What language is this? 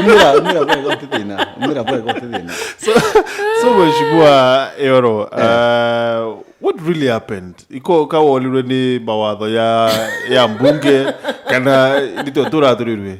Meru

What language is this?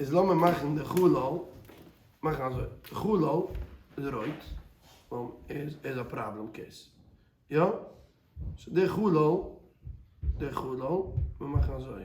Yiddish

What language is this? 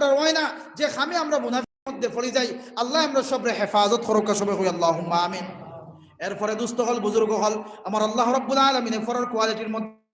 Sylheti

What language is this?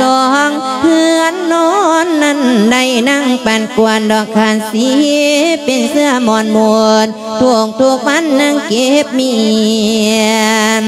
Lao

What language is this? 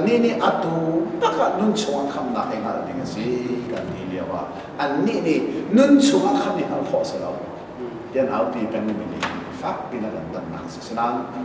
Hakha Chin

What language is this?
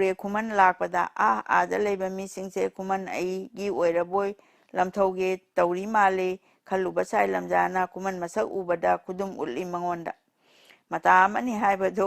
Manipuri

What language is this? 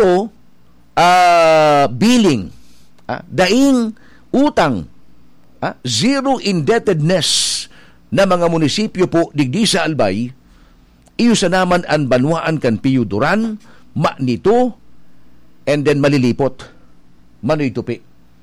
Bikol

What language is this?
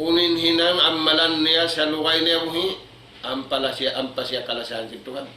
Tausug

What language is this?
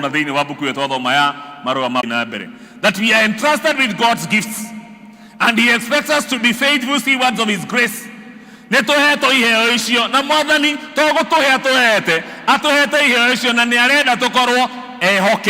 Kikuyu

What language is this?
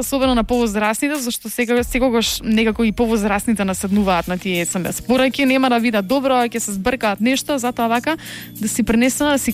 Macedonian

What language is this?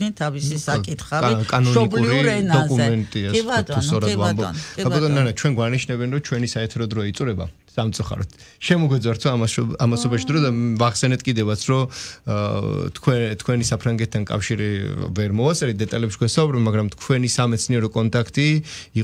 Georgian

